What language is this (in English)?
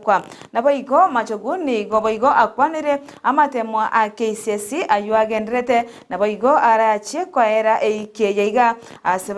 Gusii